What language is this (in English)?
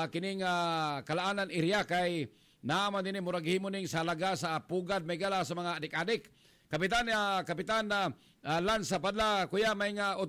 Cebuano